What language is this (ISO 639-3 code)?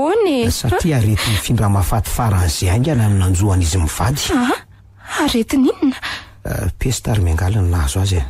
mlg